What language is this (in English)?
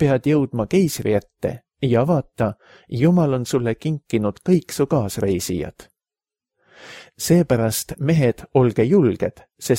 Estonian